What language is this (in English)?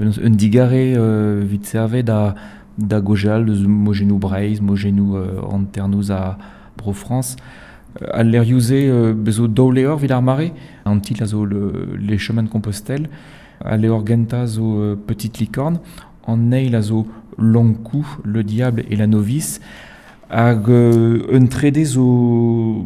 Breton